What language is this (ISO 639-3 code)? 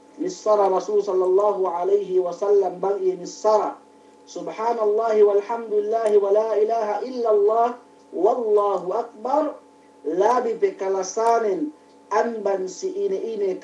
yka